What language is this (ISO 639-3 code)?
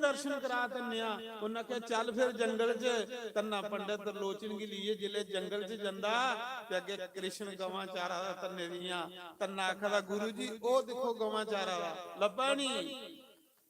doi